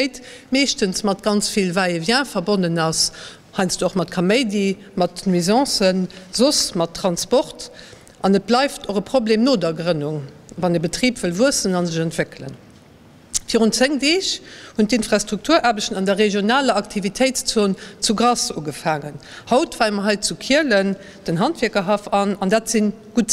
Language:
Luxembourgish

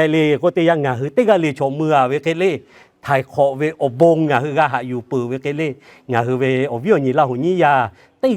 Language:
Lahu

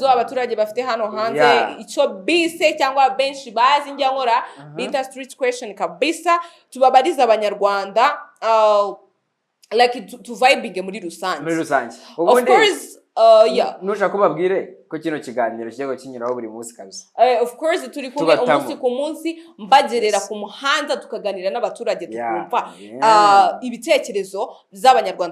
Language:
Kinyarwanda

